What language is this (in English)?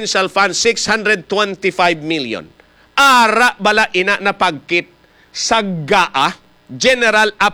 Hiligaynon